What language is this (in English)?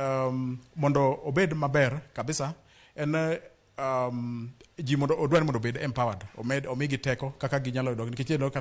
Luo (Kenya and Tanzania)